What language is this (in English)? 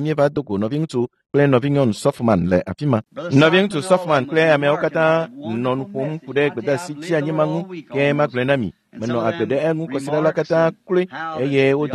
Ewe